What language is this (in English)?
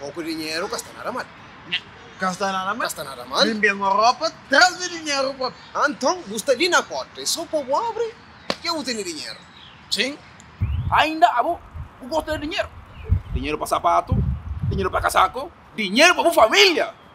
Kabuverdianu